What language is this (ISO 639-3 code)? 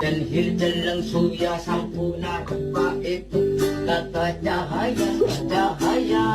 bjn